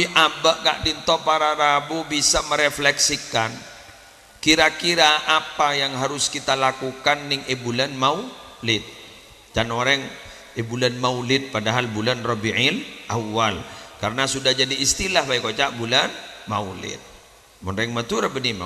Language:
Madurese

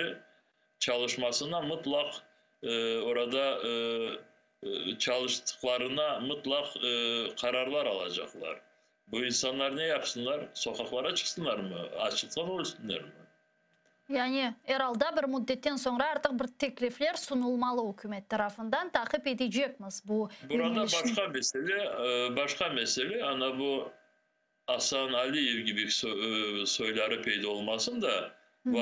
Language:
Crimean Tatar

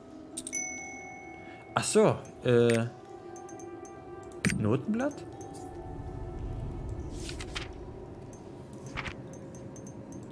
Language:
German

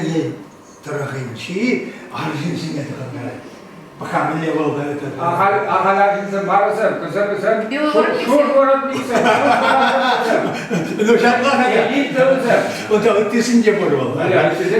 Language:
Chuvash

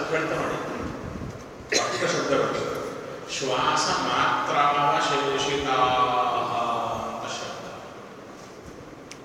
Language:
Kannada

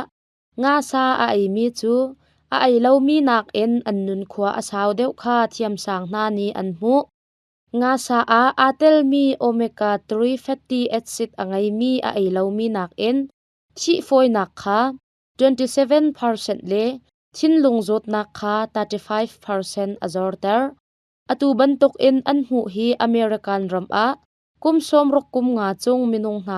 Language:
Hakha Chin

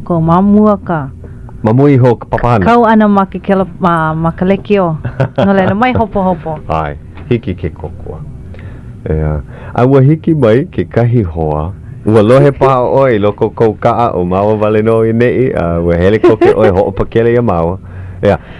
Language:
Hawaiian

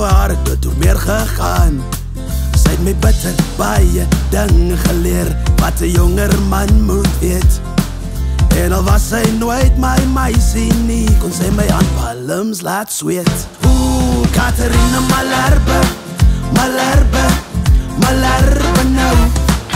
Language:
Afrikaans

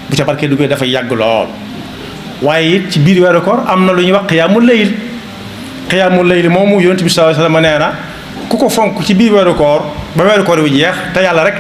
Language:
Wolof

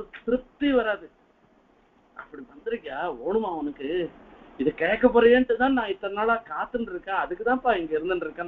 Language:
Tamil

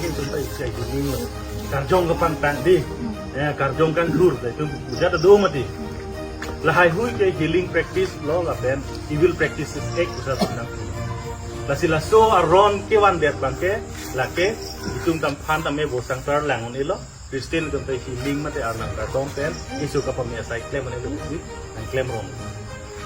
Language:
Karbi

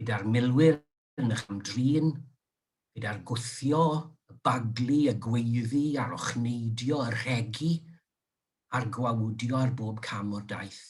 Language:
Welsh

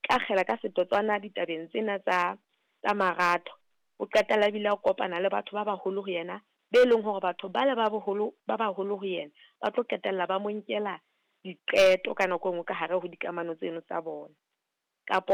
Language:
Southern Sotho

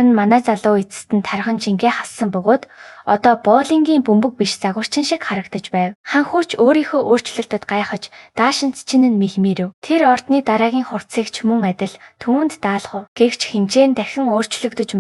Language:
Mongolian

